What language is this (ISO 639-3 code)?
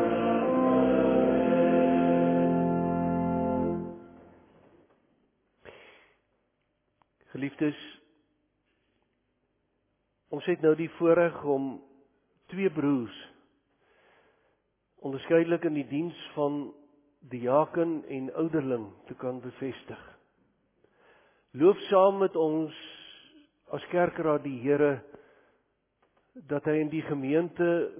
afr